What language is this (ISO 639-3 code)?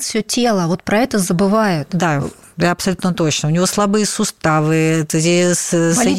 rus